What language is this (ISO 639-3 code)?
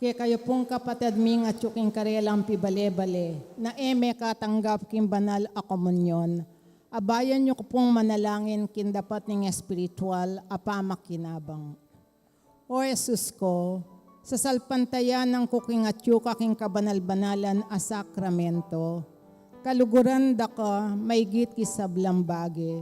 pam